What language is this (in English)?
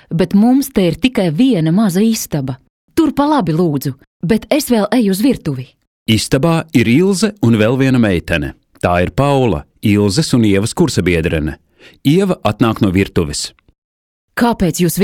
Latvian